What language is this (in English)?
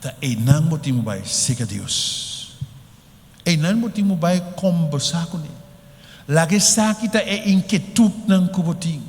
Papiamento